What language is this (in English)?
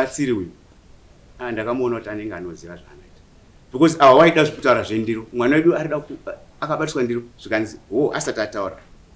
Shona